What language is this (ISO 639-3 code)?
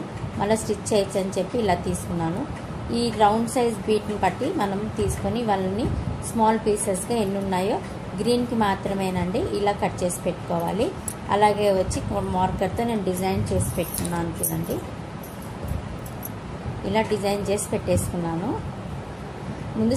tel